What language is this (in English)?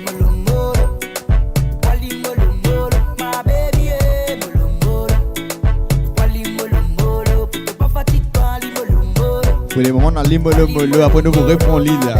Morisyen